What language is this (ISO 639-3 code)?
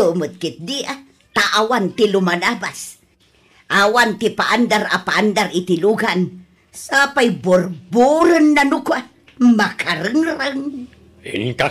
ilo